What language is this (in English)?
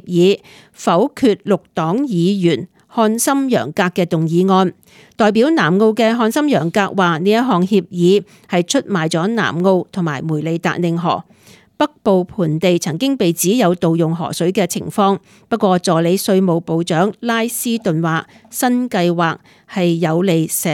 Cantonese